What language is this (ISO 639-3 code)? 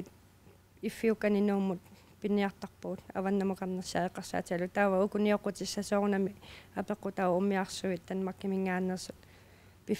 kal